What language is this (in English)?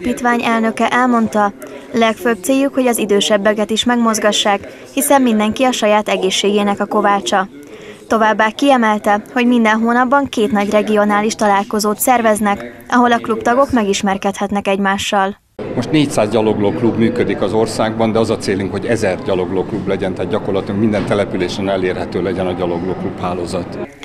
Hungarian